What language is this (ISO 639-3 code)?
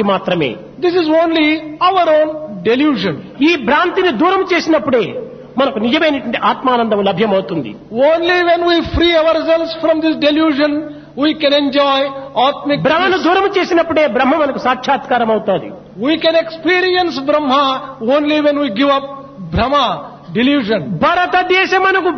tel